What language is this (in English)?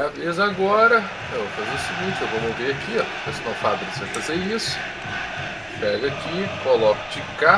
Portuguese